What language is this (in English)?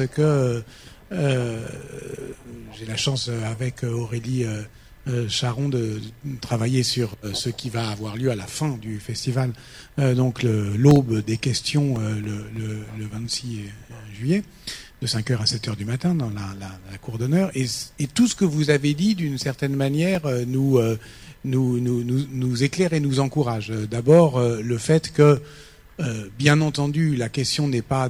French